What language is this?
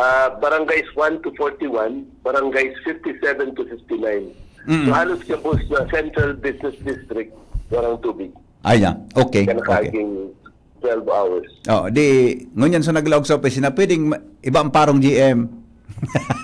Bikol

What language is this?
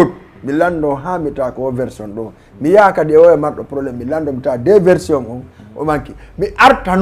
Fula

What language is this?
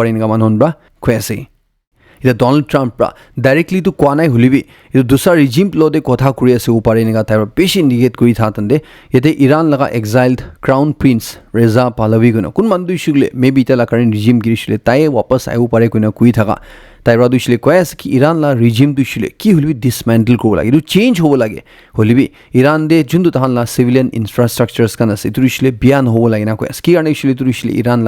Naga Pidgin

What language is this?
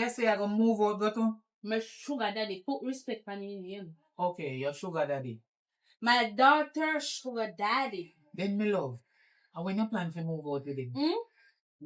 Jamaican Creole English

